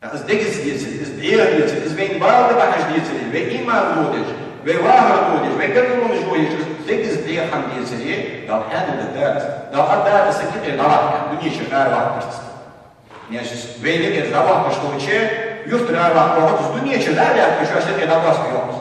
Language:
Ingush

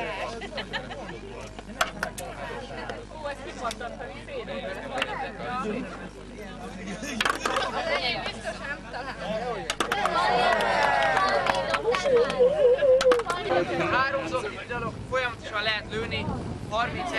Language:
Hungarian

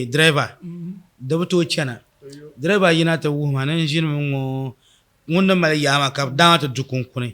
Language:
Dagbani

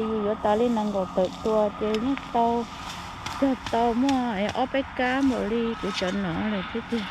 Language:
Hmong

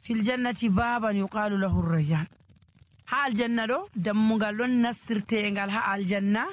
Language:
Nigerian Fulfulde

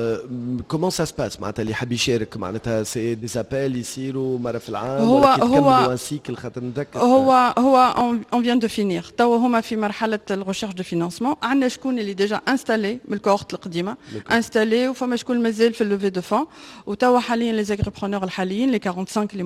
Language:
Tunisian Arabic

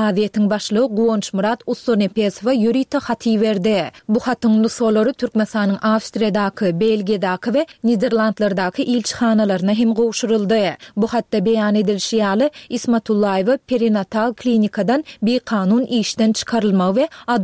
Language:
Turkmen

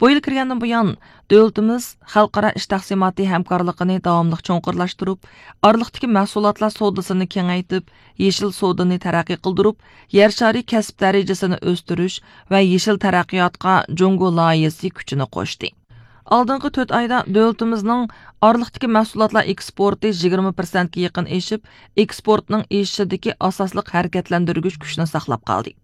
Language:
Uyghur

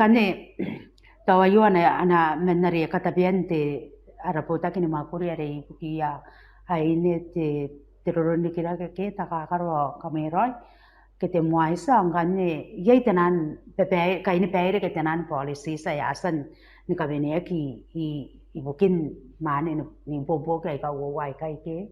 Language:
Gilbertese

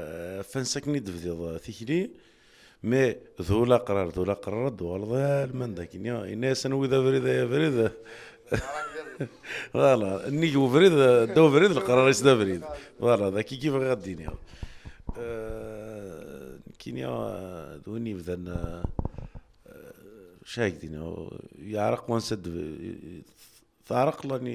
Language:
Kabyle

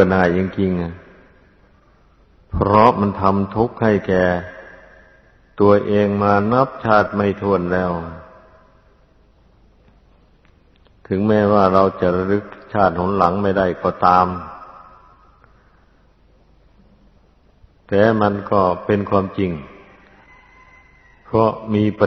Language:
Thai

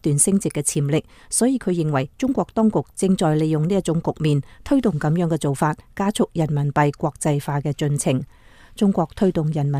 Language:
Cantonese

